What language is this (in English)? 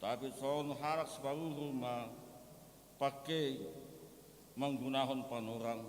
Batak Simalungun